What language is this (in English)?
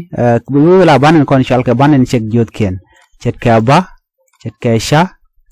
Nuer